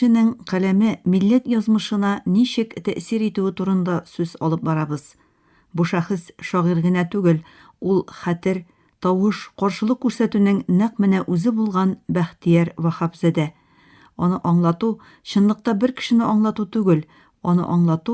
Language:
Tatar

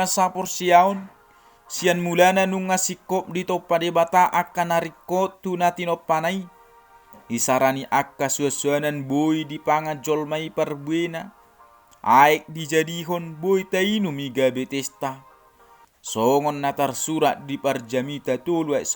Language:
Batak Toba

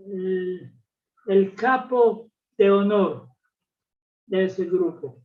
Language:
Ladino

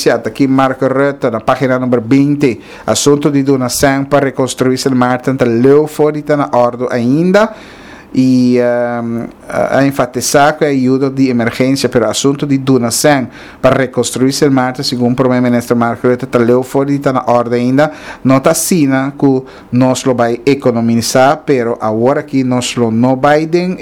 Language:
Papiamento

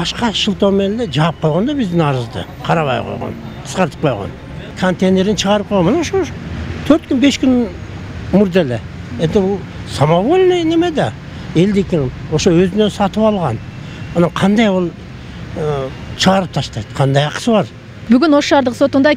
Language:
Kyrgyz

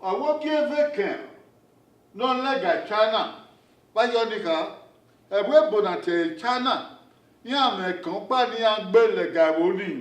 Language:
Bini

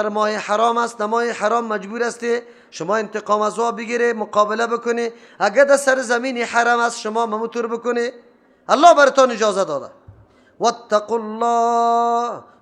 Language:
Persian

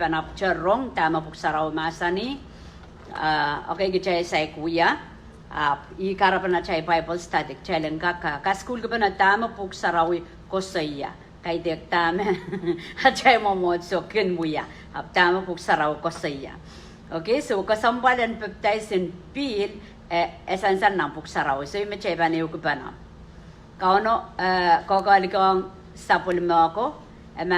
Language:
Pohnpeian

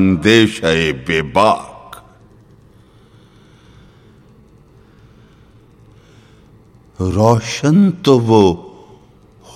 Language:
Urdu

